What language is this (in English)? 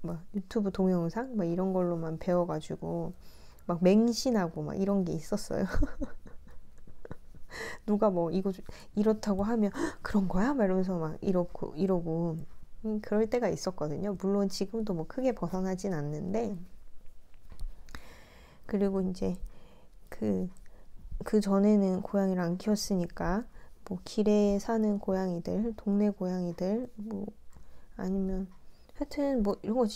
Korean